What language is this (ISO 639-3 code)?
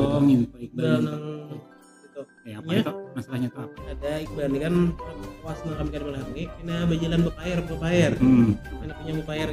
bjn